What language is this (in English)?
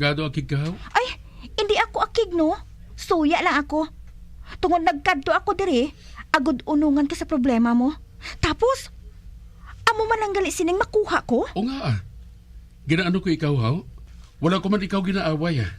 Hiligaynon